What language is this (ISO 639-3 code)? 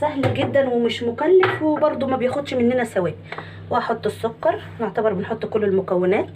arz